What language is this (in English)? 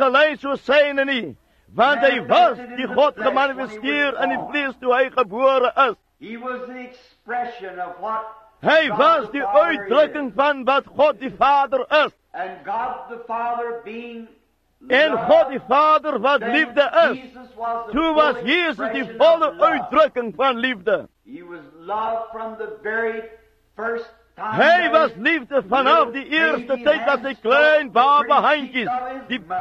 Afrikaans